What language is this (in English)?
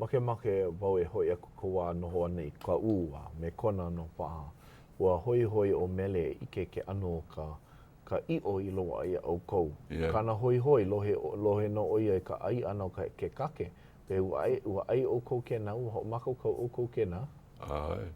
Hawaiian